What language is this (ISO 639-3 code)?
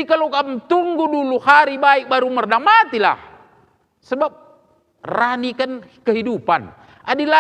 btx